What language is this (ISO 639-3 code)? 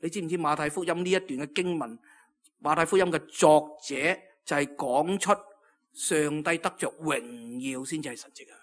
yue